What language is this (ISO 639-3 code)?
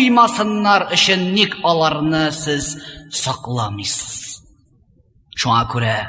tat